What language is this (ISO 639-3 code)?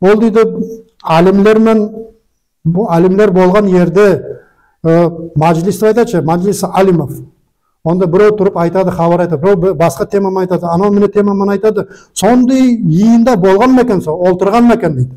nog